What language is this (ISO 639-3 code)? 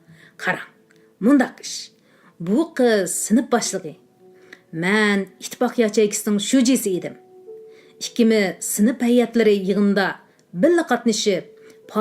uig